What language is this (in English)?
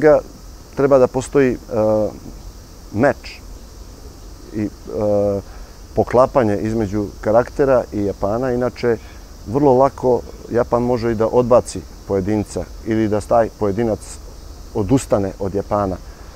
Serbian